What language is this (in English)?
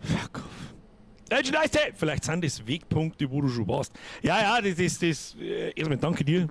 Bavarian